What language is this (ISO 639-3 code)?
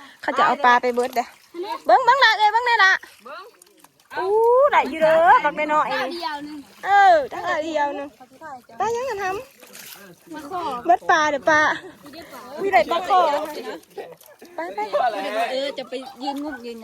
lao